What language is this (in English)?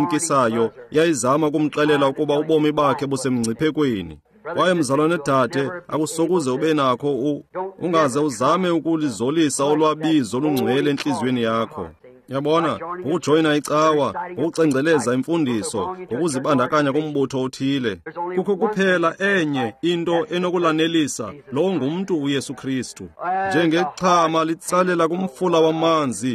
Xhosa